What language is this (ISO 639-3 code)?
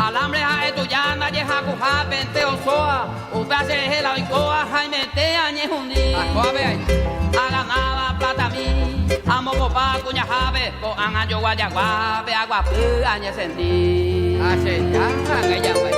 grn